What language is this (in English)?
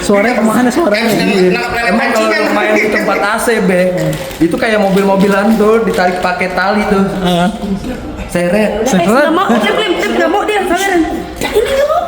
Betawi